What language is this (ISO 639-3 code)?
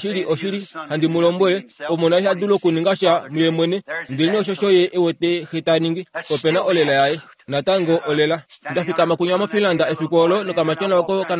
kua